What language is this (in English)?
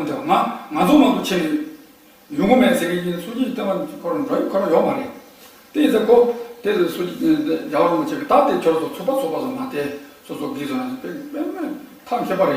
Tibetan